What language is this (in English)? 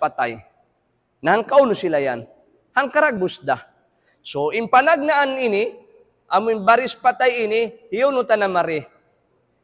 Tausug